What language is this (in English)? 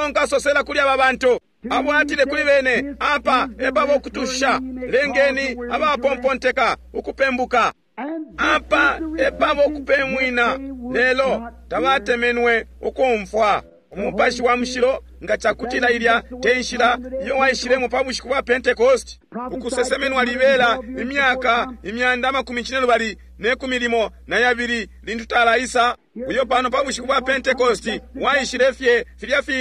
Bemba